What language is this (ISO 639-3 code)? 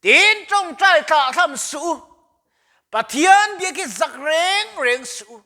lus